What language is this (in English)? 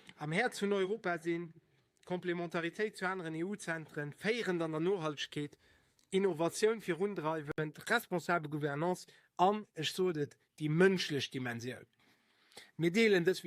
Luxembourgish